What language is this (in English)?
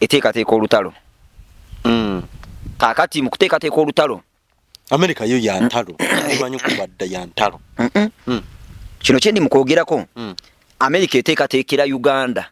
Ganda